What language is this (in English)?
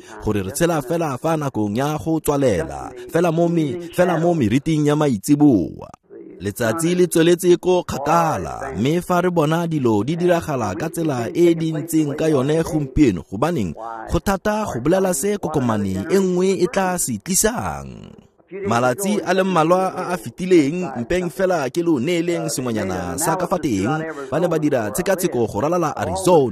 Tswana